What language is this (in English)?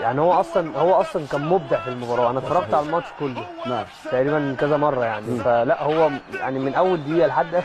Egyptian Arabic